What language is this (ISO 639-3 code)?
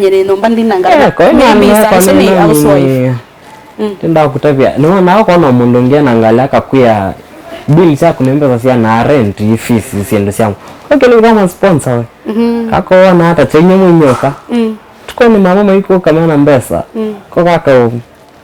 kam